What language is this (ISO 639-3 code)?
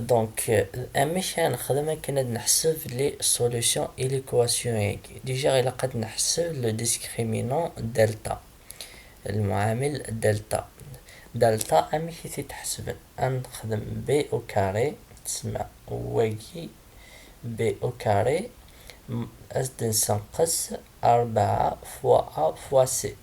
kab